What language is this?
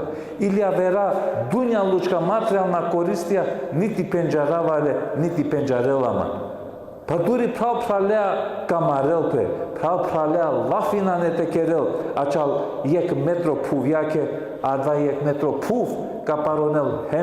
Balkan Romani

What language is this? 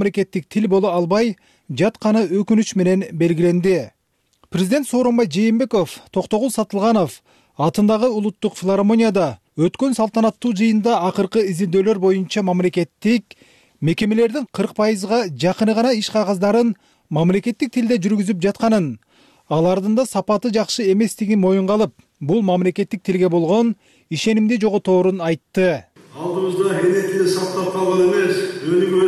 Kyrgyz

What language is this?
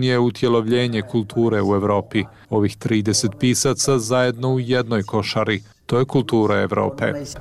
Bosnian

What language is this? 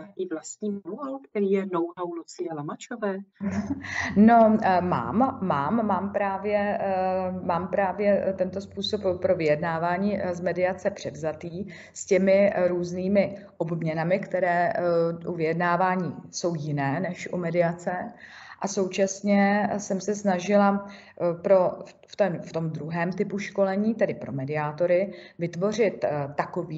Czech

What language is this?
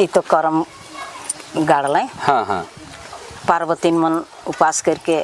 Sadri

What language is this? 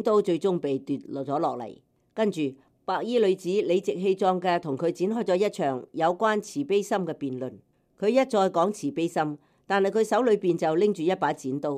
Cantonese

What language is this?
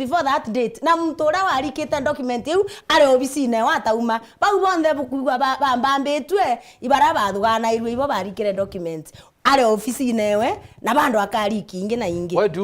Meru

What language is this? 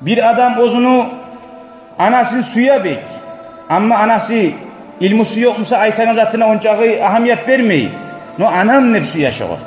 Kumyk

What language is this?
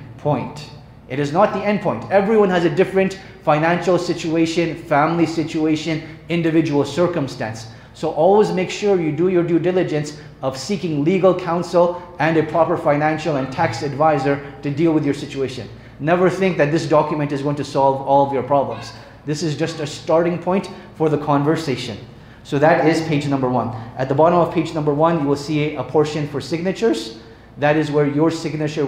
English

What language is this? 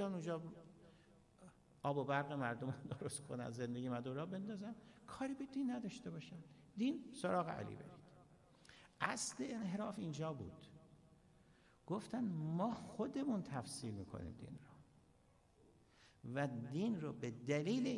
Persian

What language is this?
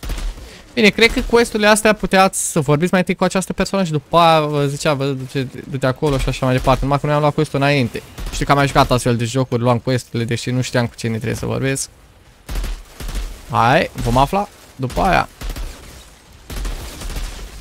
Romanian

